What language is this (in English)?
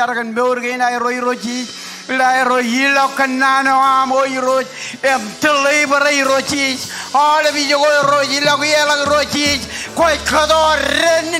Marshallese